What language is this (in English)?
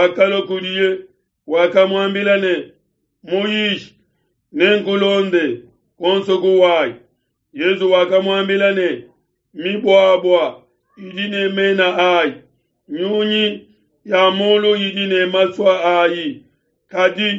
Luba-Lulua